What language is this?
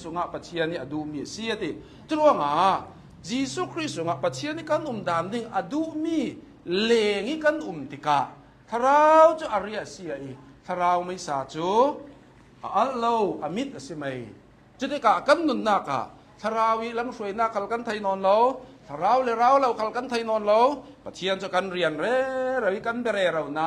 Hakha Chin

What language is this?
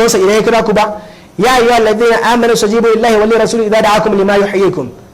Hausa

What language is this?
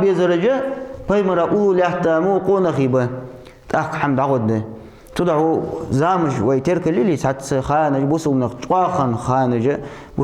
Ingush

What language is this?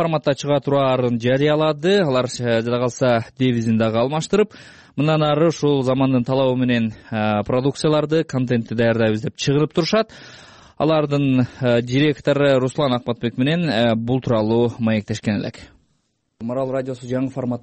Kyrgyz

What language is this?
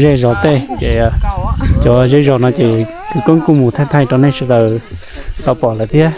Hmong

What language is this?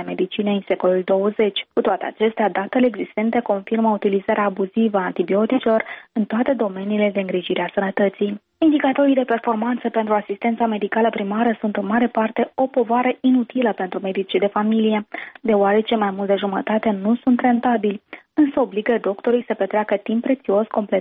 Romanian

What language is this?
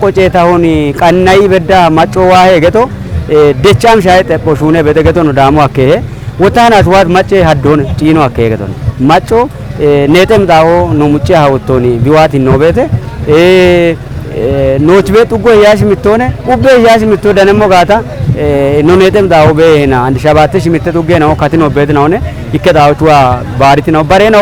Kafa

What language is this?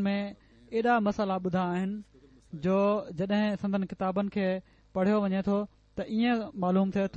Sindhi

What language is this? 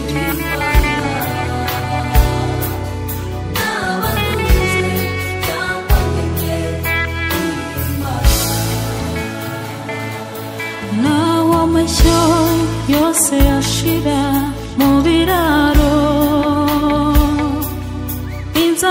Kinyarwanda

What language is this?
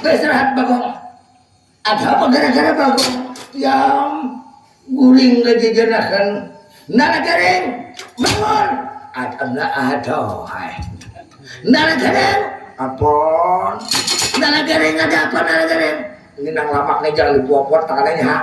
Banjar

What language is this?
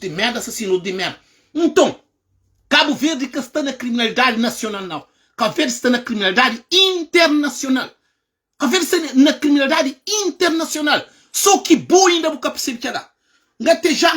Kabuverdianu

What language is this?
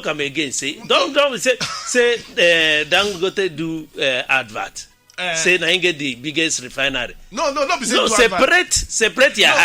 Nigerian Pidgin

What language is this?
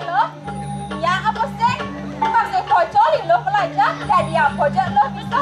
Balinese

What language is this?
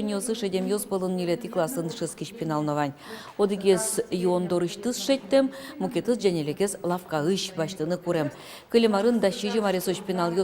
Udmurt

